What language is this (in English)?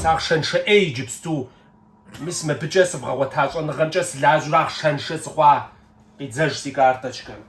Kabardian